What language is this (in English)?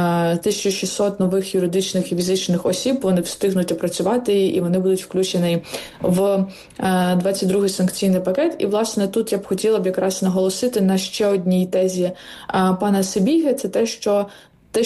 Ukrainian